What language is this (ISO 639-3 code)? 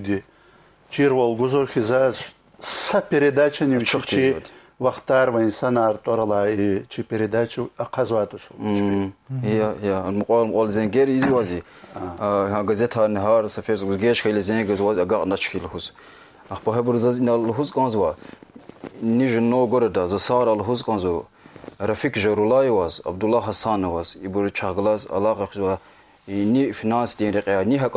lez